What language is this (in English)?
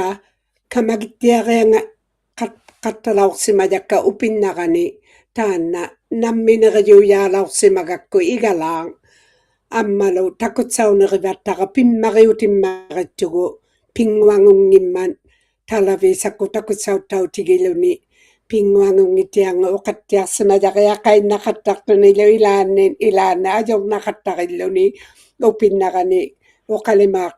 Inuktitut